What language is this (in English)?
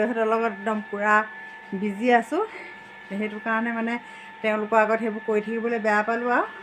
Assamese